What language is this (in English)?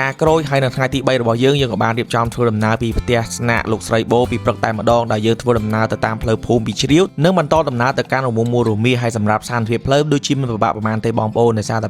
Khmer